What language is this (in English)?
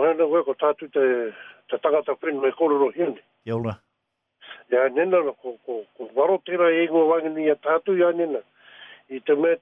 Māori